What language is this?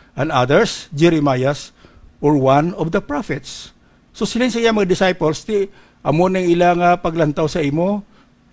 Hiligaynon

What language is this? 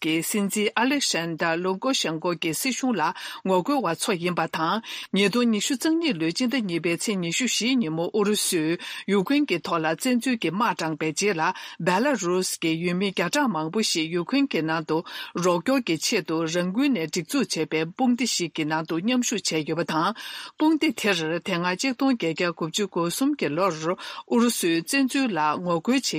Tibetan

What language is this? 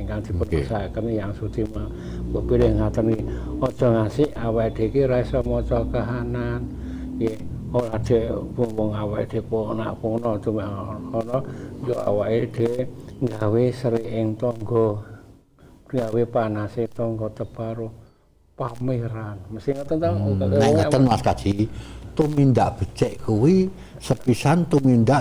Javanese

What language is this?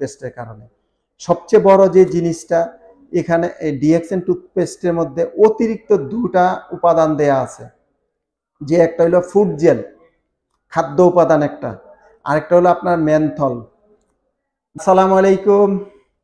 Bangla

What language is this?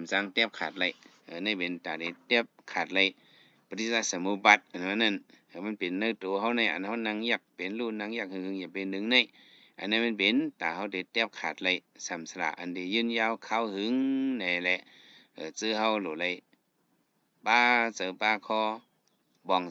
Shan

